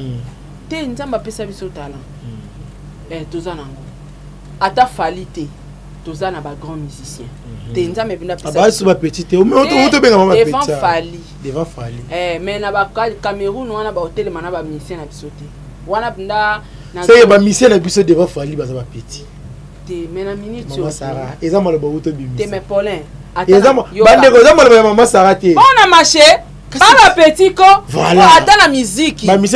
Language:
Lingala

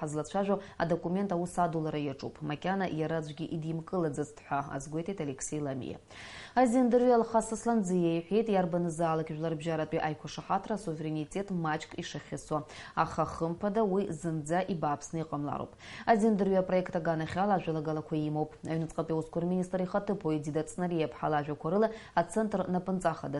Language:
Abkhazian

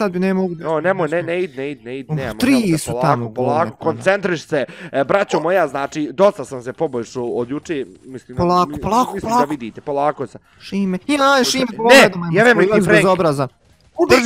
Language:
Bosnian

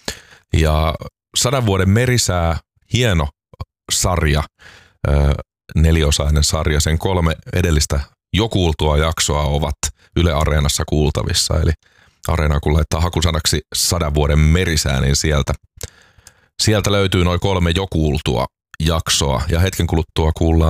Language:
Finnish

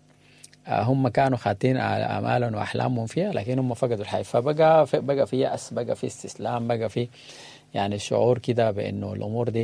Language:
Sudanese Arabic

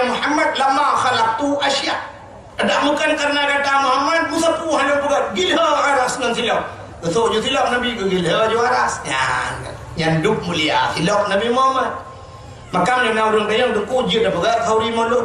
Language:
Achinese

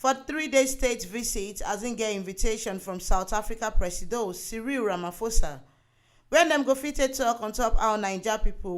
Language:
Nigerian Pidgin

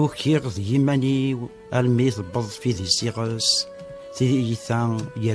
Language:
Kabyle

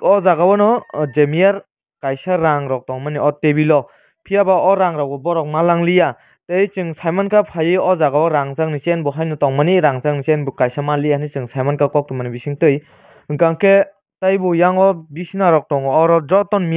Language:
Kok Borok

